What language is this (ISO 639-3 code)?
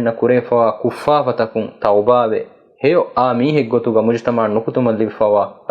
div